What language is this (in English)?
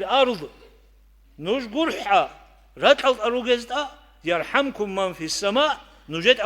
Avaric